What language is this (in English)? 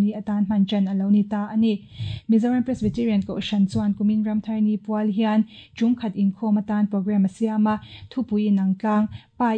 Mizo